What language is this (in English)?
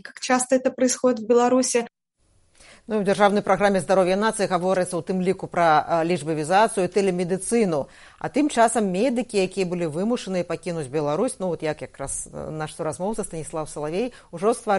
Belarusian